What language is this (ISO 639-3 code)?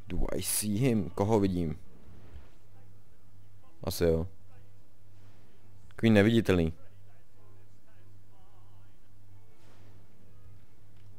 ces